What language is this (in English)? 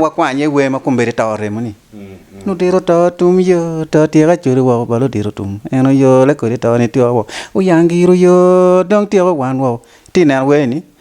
Acoli